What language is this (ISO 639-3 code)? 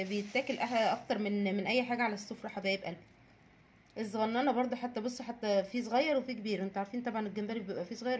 arz